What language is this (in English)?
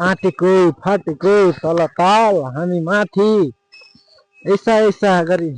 Nepali